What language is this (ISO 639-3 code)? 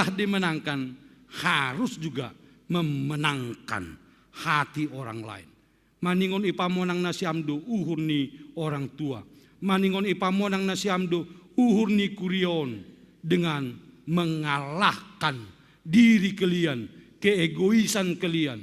bts